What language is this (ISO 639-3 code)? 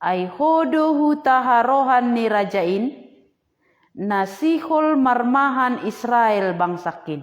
bts